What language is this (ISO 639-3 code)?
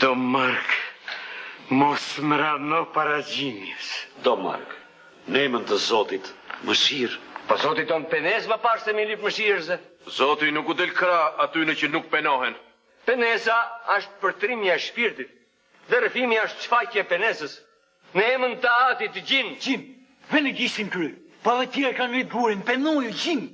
sqi